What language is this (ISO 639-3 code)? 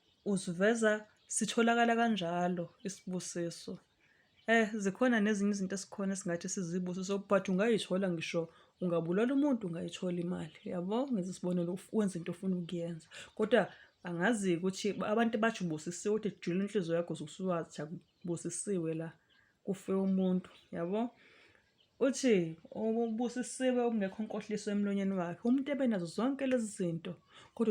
zul